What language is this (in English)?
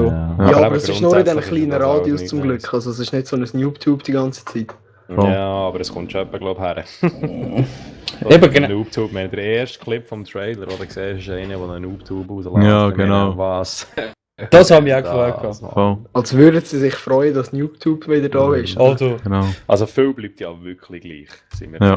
Swiss German